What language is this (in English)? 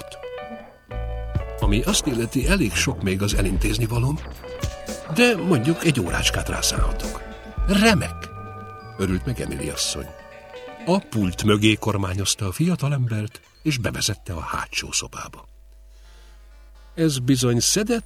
Hungarian